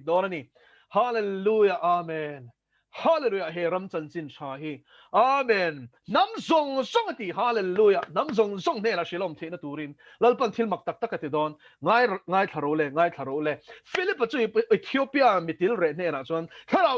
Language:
Mizo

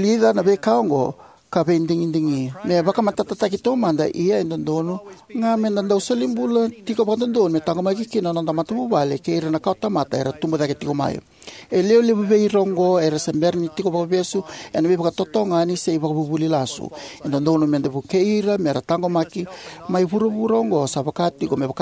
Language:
Fijian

